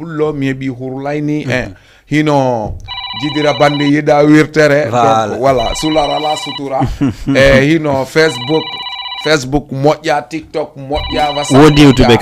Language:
Fula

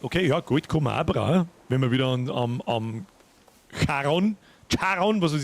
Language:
Bavarian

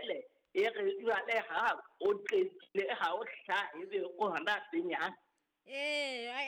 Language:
Southern Sotho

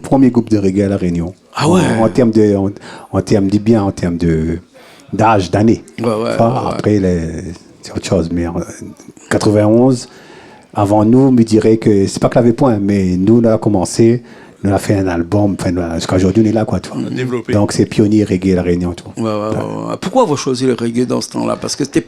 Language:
Réunion Creole French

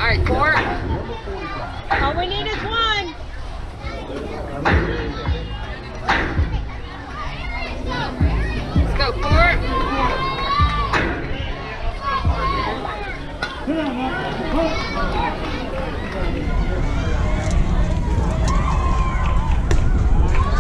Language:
English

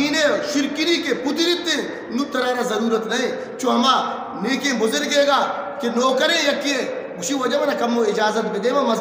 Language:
Eastern Balochi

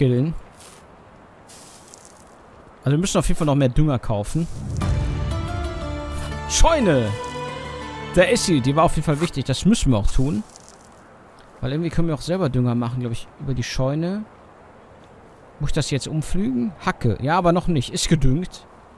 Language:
German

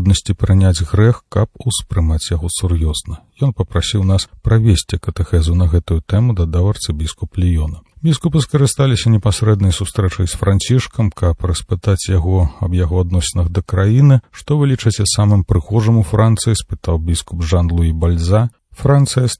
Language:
Belarusian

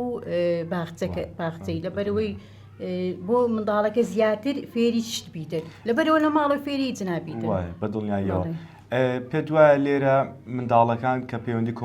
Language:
Central Kurdish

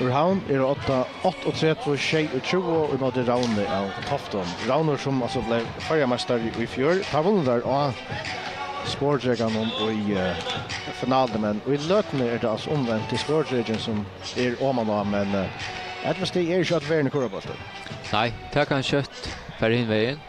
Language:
Faroese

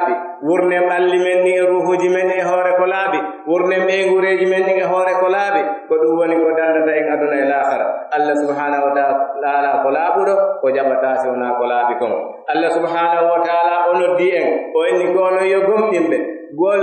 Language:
Pular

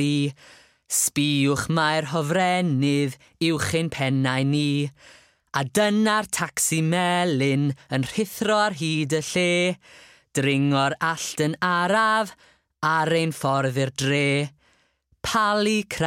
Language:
Welsh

